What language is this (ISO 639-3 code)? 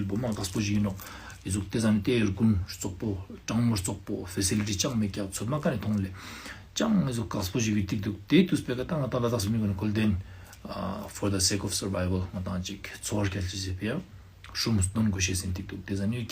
lbj